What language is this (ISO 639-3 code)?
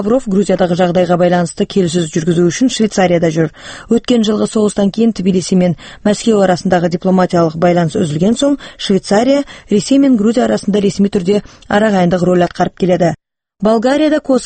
kaz